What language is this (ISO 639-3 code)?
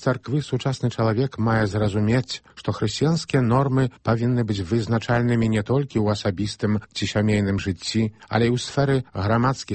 bel